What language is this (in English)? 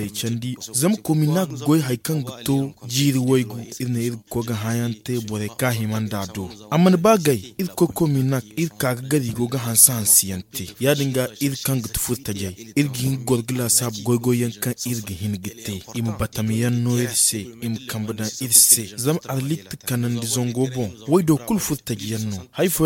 Zarma